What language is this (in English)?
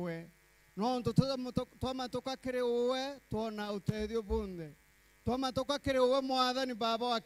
Meru